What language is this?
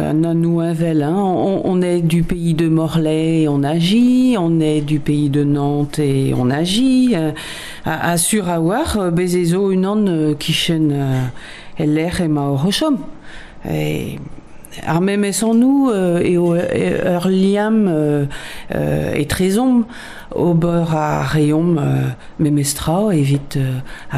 Breton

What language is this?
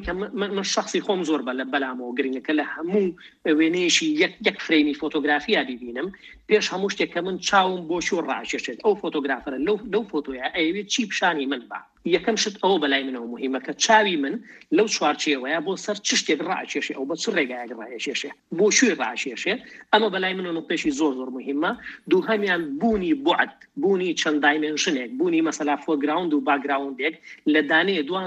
Central Kurdish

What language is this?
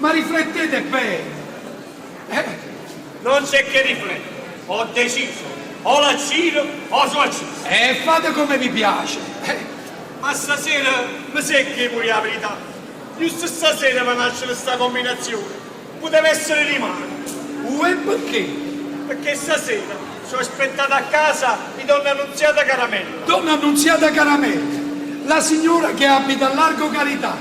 Neapolitan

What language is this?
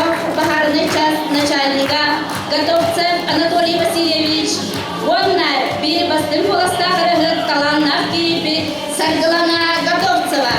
Yakut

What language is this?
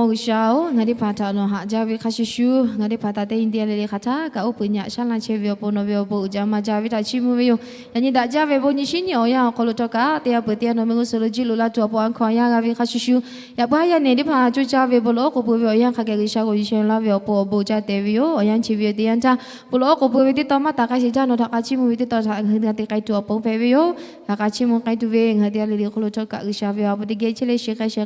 Lahu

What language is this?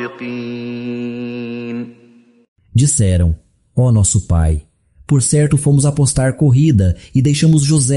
Galician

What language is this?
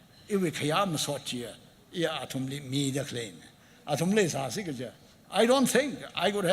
Tangkhul Naga (India)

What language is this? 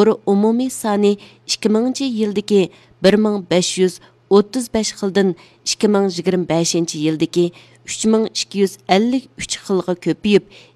Uyghur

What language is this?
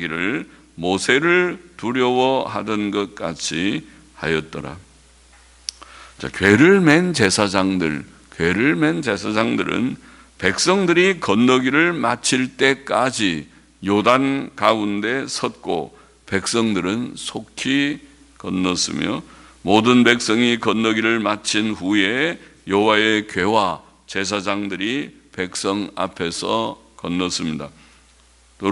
Korean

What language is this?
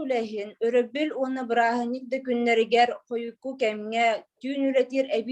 Yakut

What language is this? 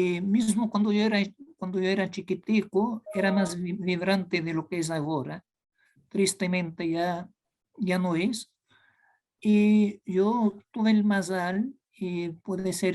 Ladino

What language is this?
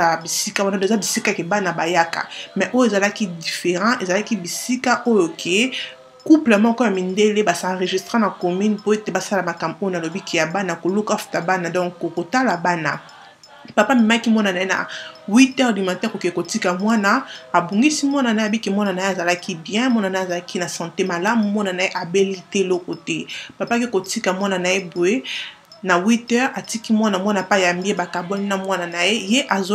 Lingala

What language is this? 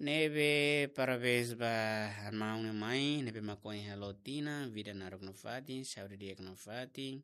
Tetum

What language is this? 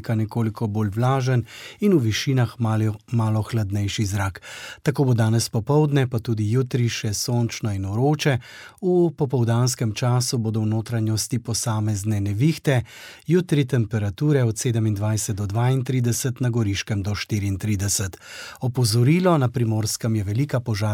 Slovenian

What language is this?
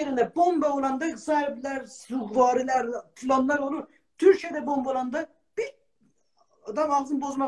South Azerbaijani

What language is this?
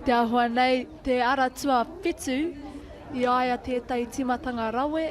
Māori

